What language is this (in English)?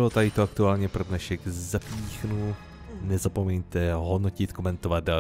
Czech